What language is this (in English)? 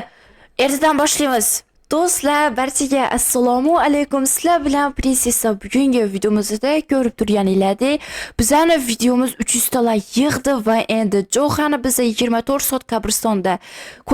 Uzbek